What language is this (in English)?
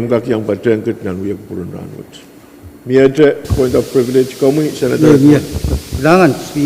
Pohnpeian